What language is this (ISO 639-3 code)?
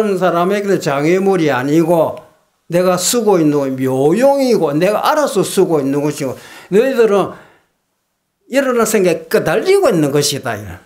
kor